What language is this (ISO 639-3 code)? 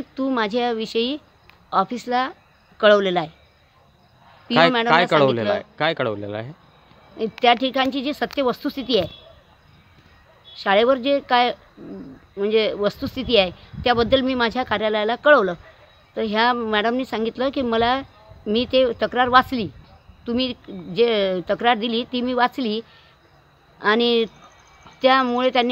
mar